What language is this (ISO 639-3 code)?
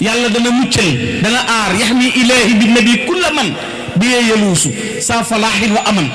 wol